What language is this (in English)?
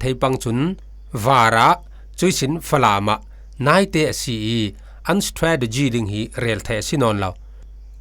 Falam Chin